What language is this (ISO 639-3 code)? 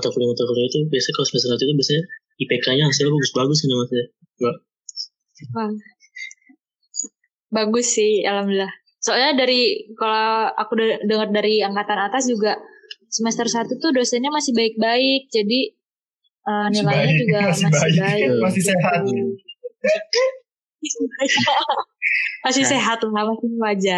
ind